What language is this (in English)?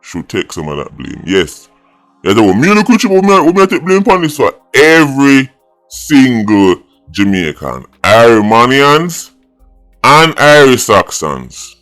Jamaican Creole English